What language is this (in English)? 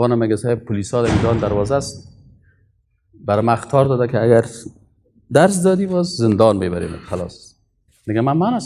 Persian